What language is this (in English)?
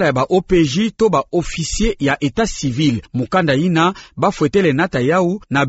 Kituba (Democratic Republic of Congo)